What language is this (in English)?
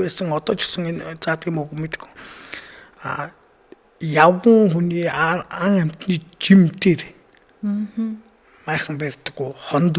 Mongolian